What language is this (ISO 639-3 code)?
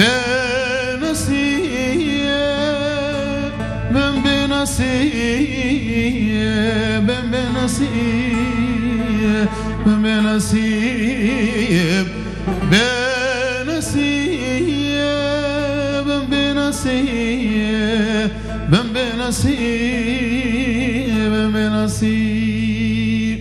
kur